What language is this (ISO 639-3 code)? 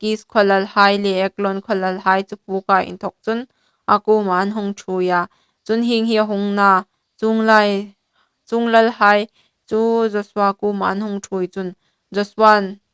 hmr